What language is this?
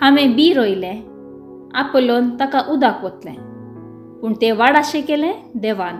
Konkani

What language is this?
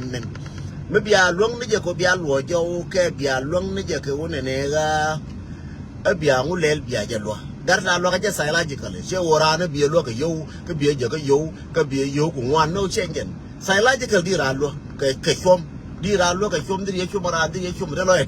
Nuer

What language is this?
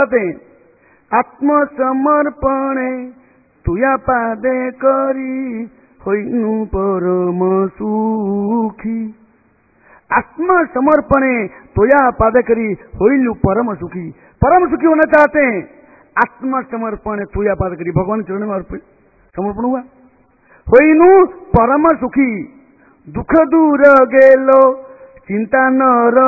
Hindi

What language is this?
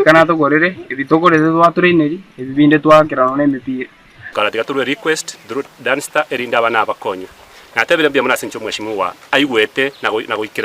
Gusii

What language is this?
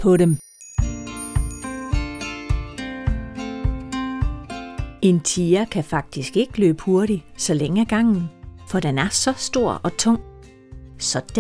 Danish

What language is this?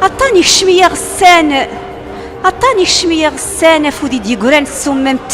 Kabyle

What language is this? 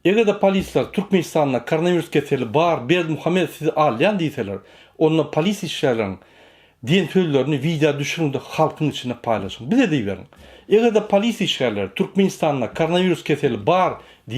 Turkmen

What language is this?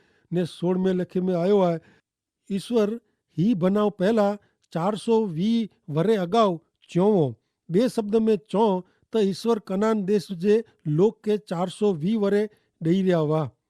Kachhi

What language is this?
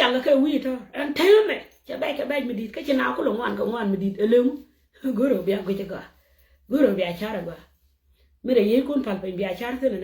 Nuer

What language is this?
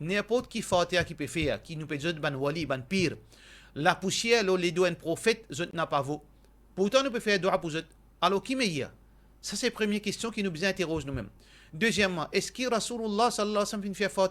Morisyen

